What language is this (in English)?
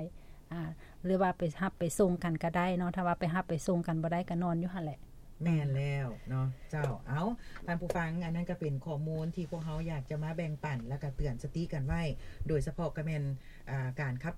Lao